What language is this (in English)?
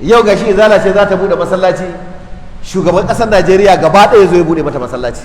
Hausa